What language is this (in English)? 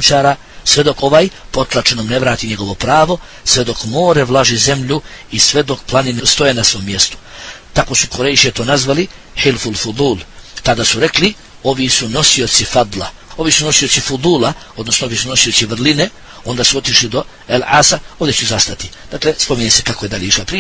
Bosnian